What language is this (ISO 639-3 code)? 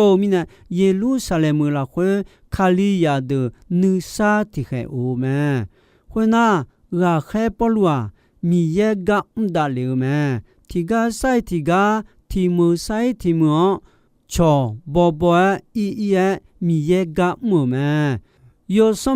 ahk